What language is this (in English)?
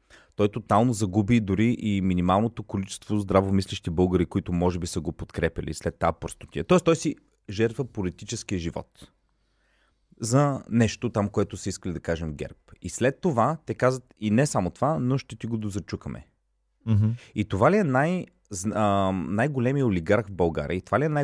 Bulgarian